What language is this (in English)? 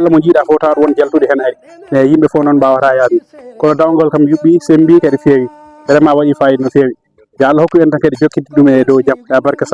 Fula